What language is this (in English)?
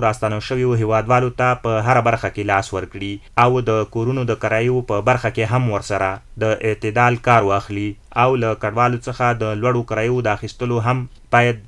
Pashto